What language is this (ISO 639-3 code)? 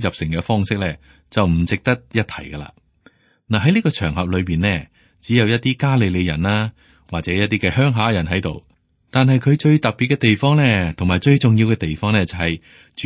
yue